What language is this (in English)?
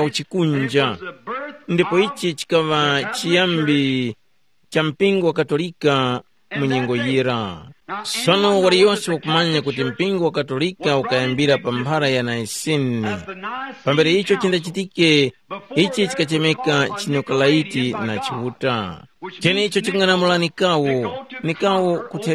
Tumbuka